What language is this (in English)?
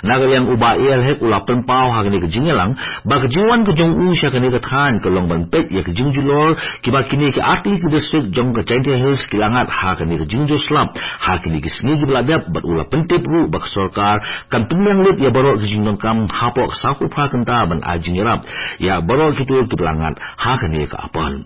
Khasi